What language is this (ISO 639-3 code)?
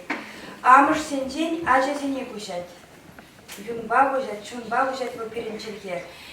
chv